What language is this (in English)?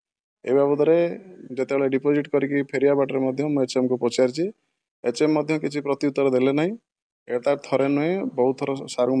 Odia